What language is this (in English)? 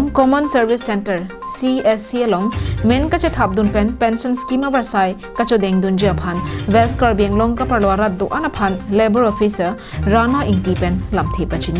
Karbi